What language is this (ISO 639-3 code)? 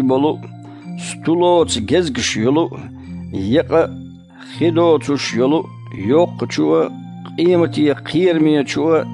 che